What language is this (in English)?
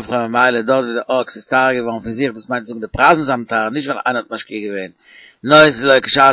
Yiddish